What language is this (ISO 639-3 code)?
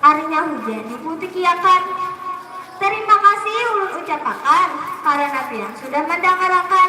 bjn